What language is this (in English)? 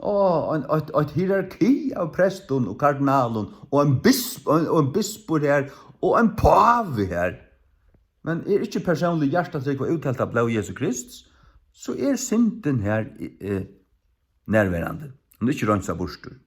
Faroese